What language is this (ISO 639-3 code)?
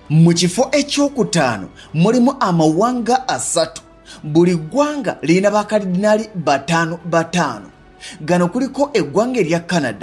lug